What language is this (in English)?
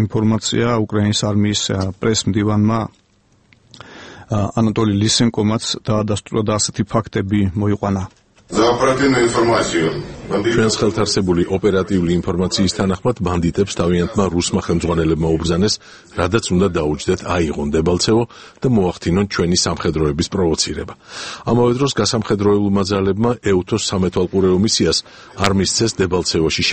Georgian